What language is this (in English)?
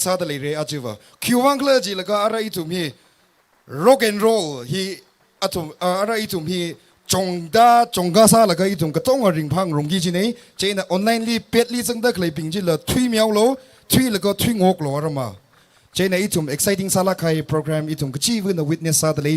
Tangkhul Naga (India)